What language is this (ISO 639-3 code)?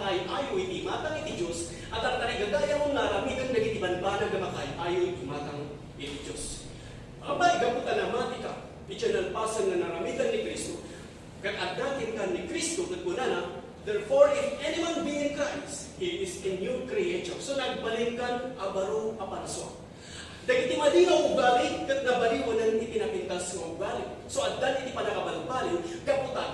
ilo